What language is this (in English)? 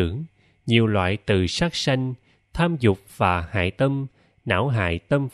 Vietnamese